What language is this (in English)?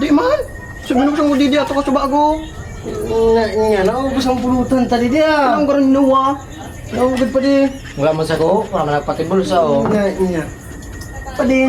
Bikol